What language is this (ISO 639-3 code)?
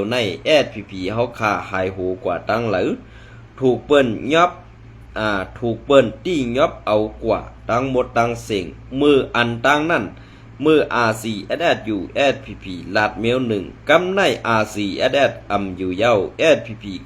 shn